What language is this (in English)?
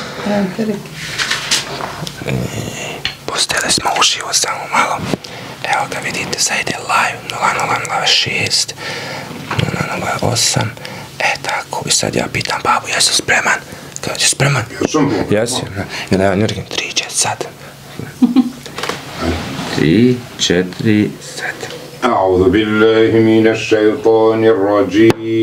Bosnian